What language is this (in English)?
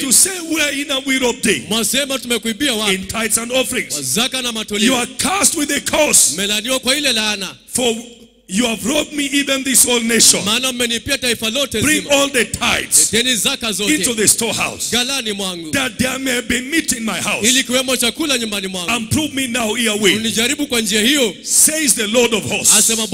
Swahili